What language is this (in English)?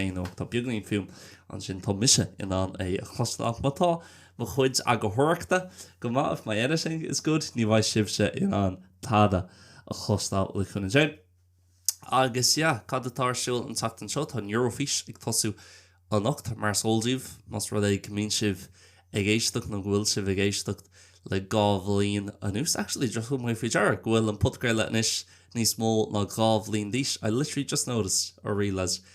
Irish